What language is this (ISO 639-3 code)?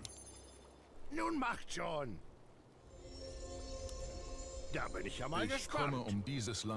deu